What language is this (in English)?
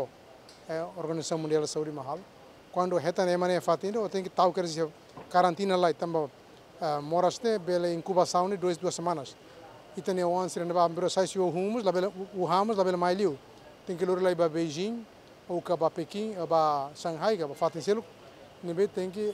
Tetum